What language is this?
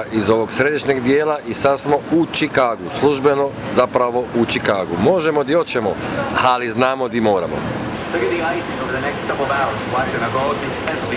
Croatian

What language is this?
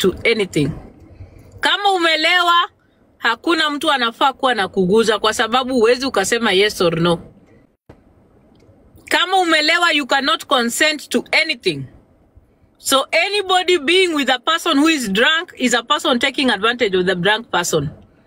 Swahili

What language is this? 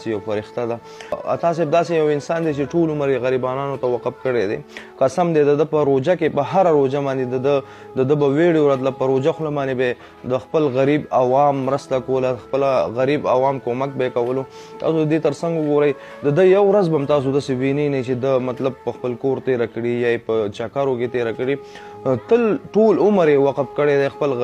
Pashto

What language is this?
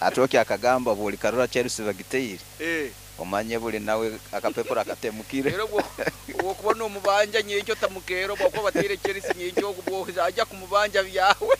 Nyankole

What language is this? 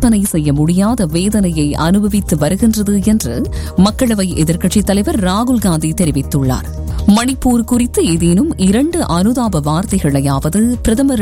Tamil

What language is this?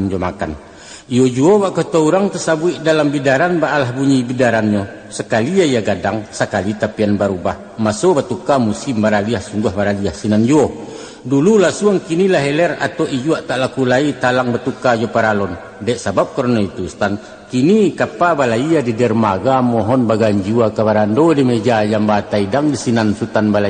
Minangkabau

